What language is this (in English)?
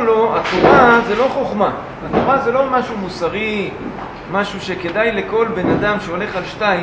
Hebrew